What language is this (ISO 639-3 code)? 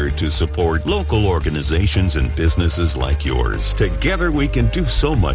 eng